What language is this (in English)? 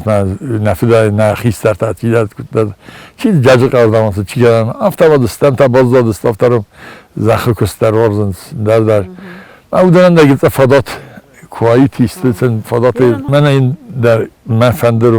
Ossetic